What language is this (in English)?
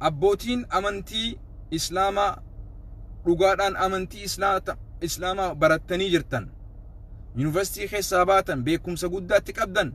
Oromo